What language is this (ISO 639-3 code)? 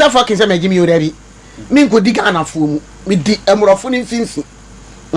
aka